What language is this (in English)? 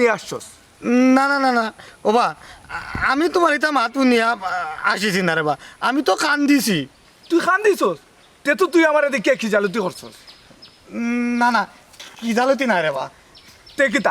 Sylheti